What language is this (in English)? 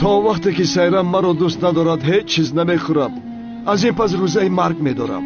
Tajik